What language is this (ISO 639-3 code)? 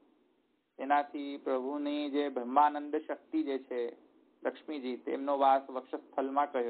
guj